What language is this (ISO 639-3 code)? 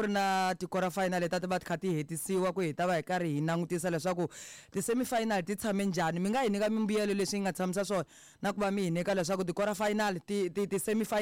tso